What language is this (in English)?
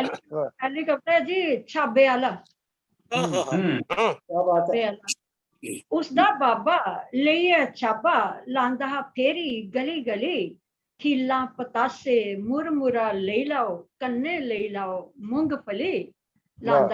Dogri